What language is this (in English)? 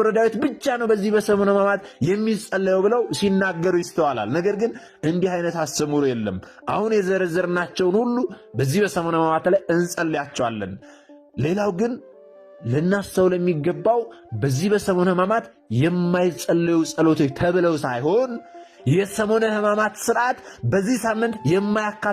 Amharic